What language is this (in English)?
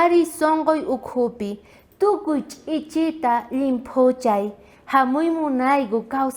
South Bolivian Quechua